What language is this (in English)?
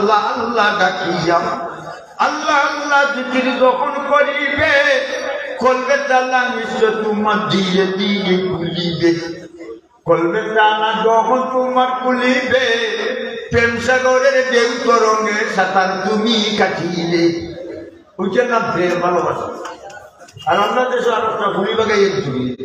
Sylheti